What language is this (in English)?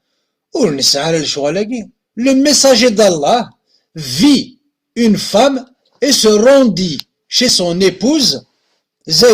Kabyle